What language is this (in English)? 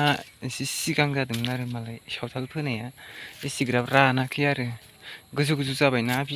Bodo